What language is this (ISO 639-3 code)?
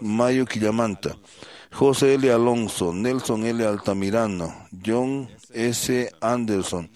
que